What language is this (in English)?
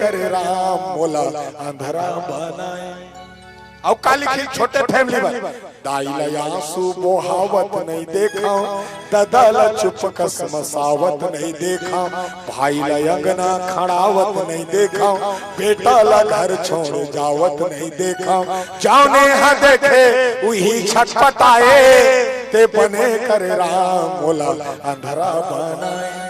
Chhattisgarhi